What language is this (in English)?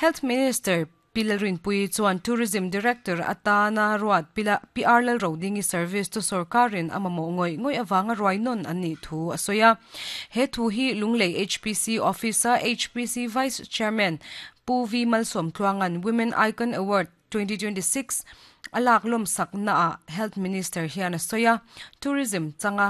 Mizo